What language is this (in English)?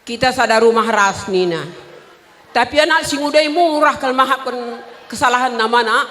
Batak Karo